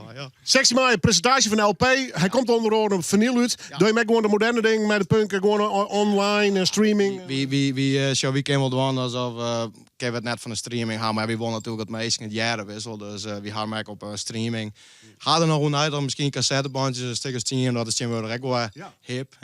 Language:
Western Frisian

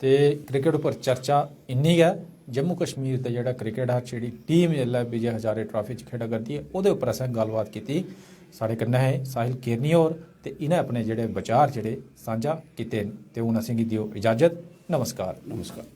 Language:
Dogri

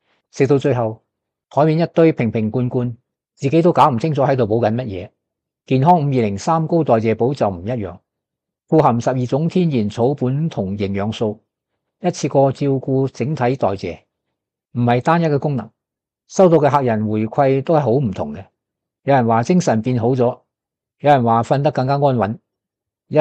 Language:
Cantonese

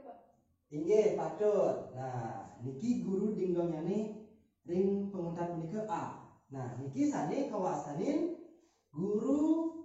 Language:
Balinese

